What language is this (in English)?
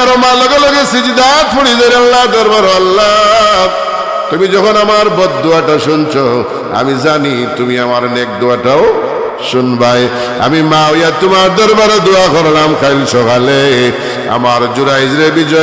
Sylheti